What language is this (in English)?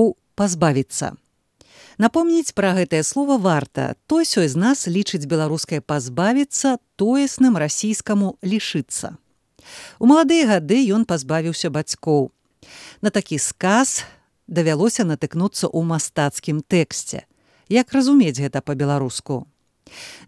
Belarusian